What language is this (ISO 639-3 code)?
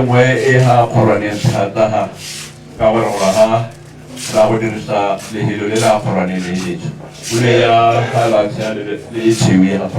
tsn